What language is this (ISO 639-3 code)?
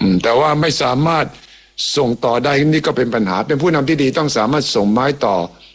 tha